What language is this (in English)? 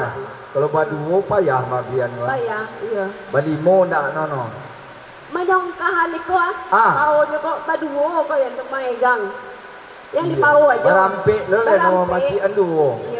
Minangkabau